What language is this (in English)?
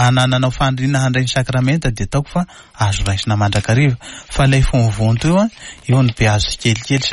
Malagasy